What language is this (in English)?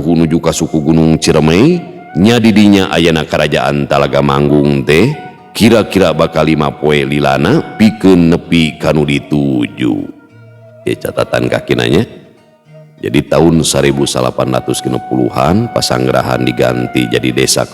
Sundanese